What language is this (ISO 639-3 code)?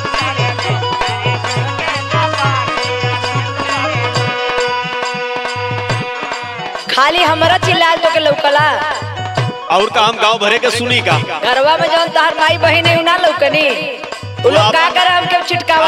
bho